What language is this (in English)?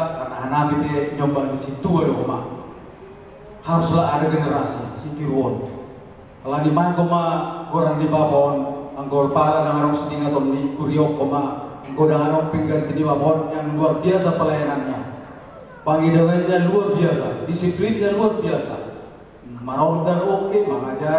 Batak Simalungun